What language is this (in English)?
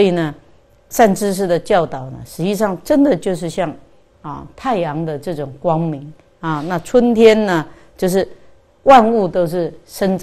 Chinese